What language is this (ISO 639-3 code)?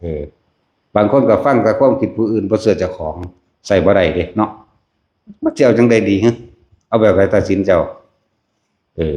tts